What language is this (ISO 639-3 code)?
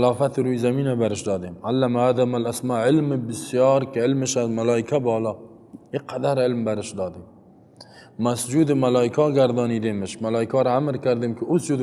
fas